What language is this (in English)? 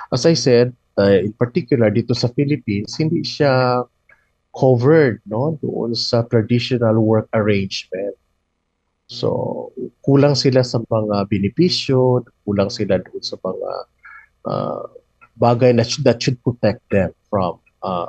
Filipino